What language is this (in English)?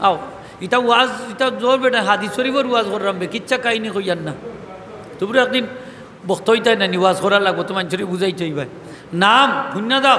Sylheti